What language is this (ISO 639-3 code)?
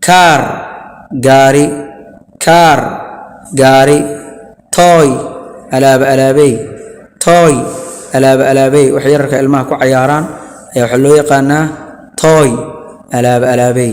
som